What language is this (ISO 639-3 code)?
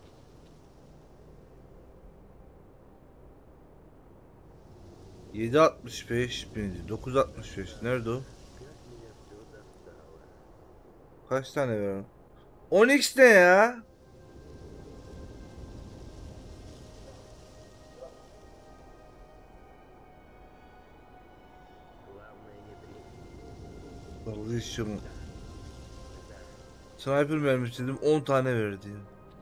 tur